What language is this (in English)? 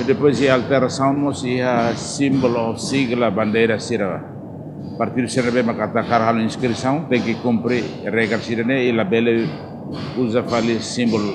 Tetum